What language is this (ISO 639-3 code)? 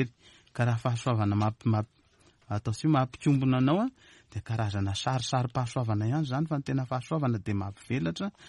mlg